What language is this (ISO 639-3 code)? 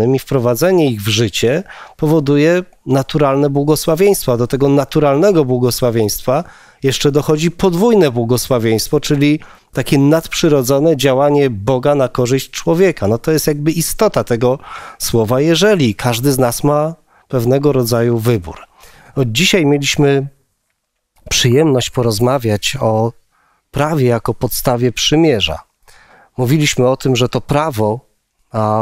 pol